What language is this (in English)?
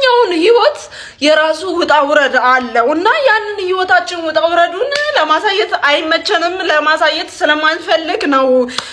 Amharic